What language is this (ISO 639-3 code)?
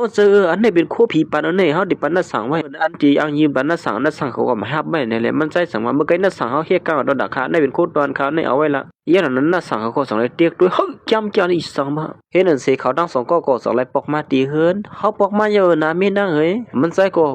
shn